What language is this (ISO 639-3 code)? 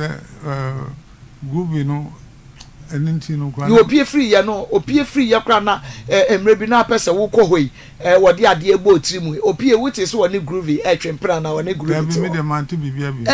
aka